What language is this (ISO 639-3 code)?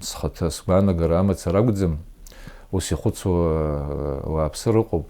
abk